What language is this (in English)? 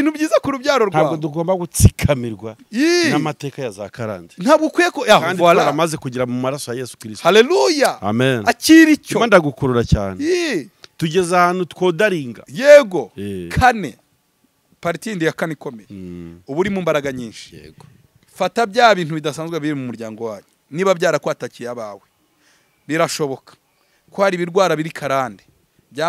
Kinyarwanda